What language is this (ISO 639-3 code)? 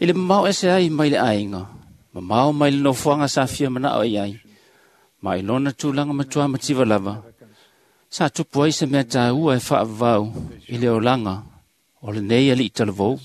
smo